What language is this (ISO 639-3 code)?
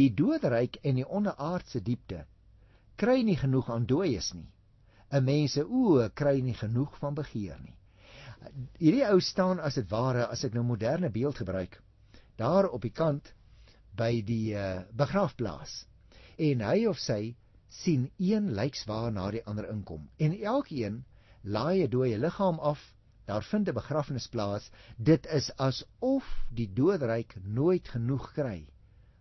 afr